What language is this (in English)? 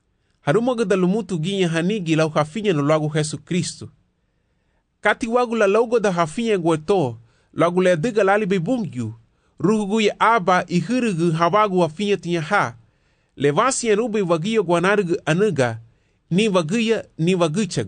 Garifuna